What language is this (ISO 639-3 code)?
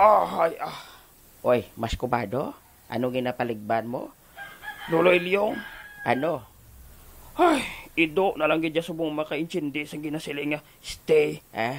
hil